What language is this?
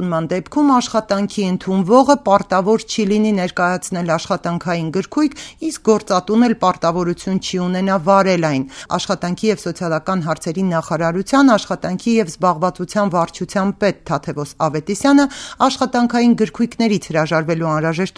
Armenian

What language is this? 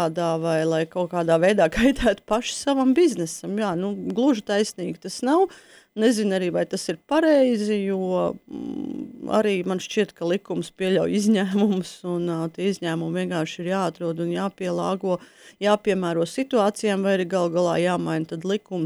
Latvian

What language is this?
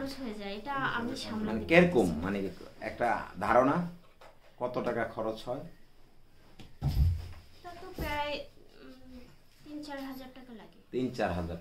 Bangla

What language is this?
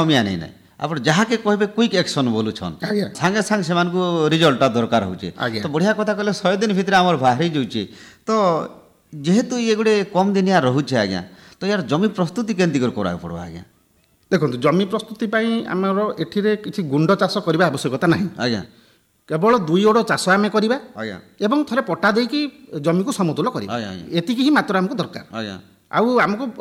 Odia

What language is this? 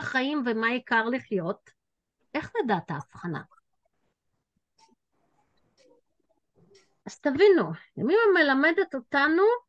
Hebrew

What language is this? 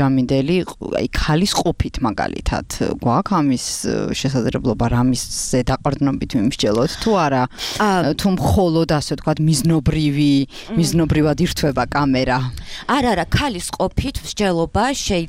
Georgian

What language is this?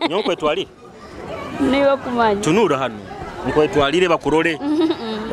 Nyoro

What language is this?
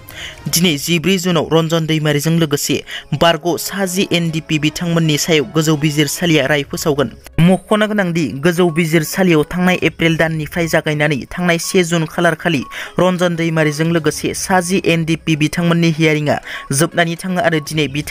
Bodo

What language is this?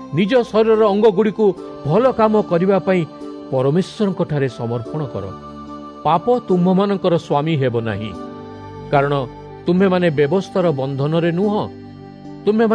Odia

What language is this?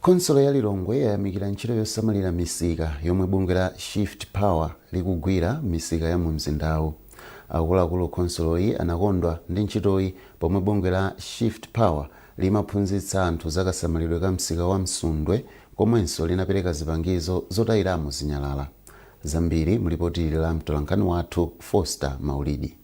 Nyanja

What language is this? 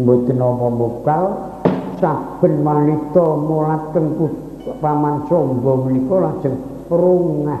Javanese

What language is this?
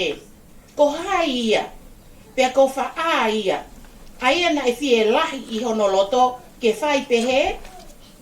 Tongan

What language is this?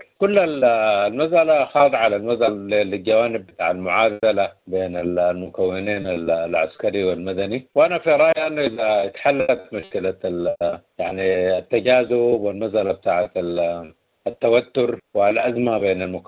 Sudanese Arabic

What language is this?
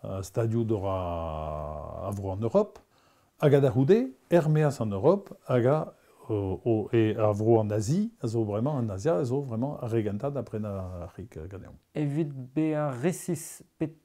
Breton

